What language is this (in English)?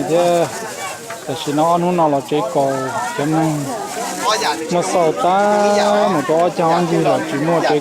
Hmong